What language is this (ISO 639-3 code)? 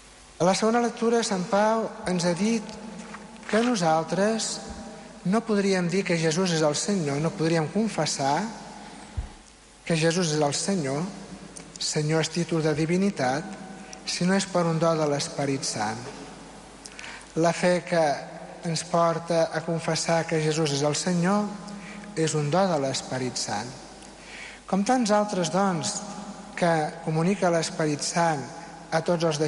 cat